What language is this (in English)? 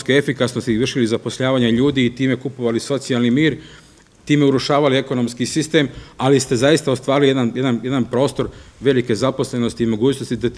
Serbian